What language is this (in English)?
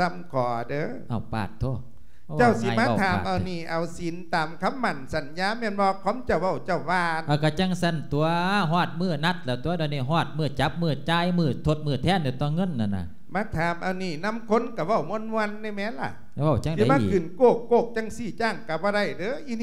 Lao